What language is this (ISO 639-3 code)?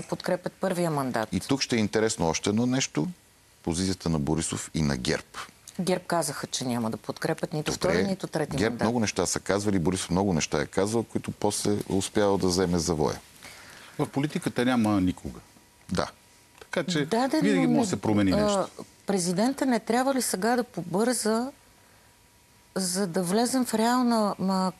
bul